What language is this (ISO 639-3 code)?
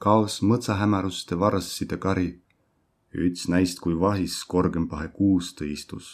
vro